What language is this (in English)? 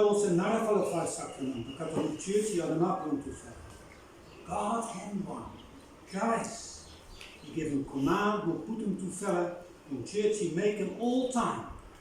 Bislama